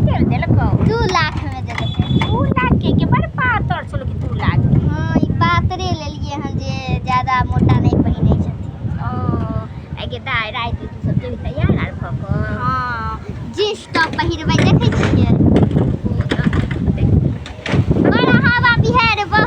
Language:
Maithili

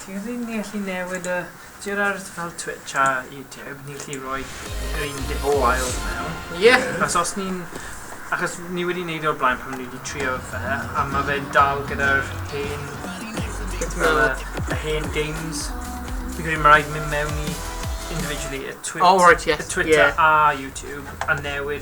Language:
Welsh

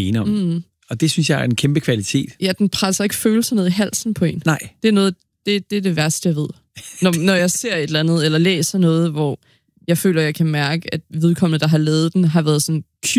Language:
Danish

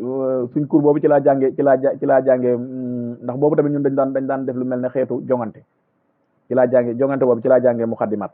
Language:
Wolof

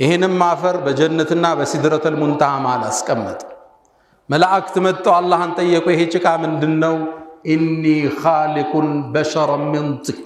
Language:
Amharic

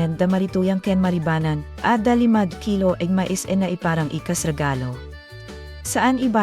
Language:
Iloko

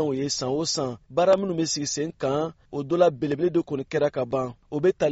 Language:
Bambara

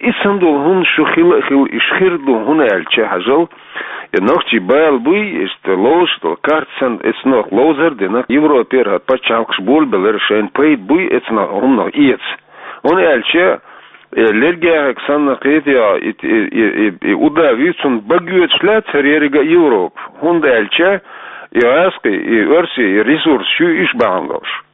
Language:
Chechen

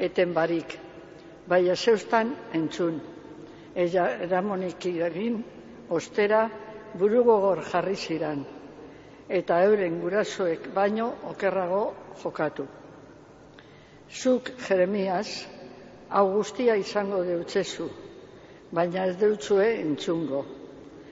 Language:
Basque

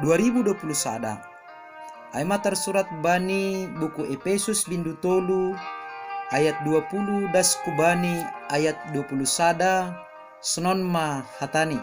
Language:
Batak Simalungun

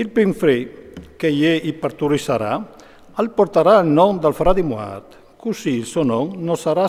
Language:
Friulian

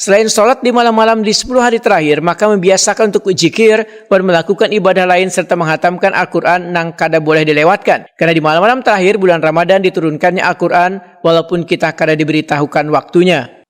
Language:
Banjar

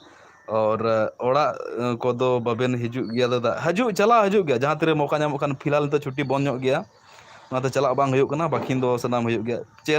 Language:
Santali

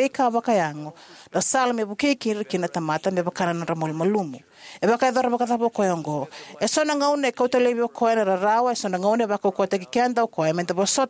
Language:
Fijian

